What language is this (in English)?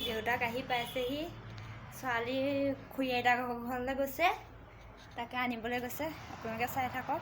Assamese